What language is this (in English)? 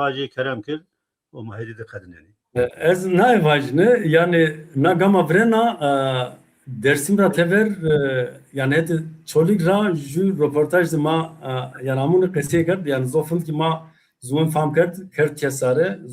Zaza